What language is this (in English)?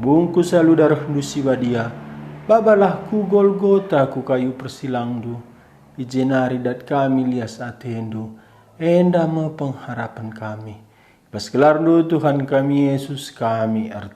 Batak Karo